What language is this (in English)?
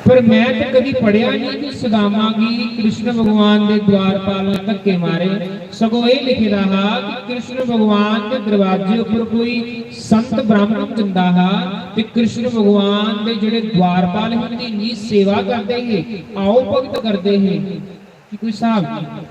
Dogri